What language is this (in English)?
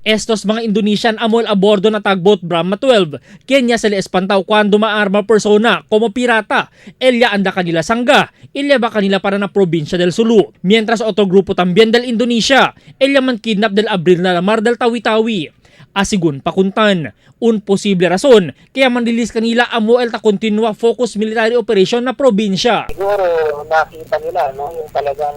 Chavacano